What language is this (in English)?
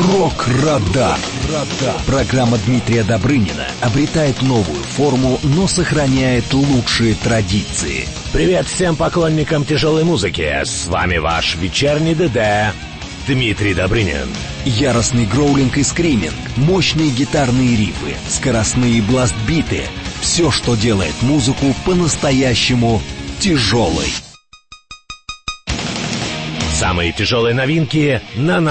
Russian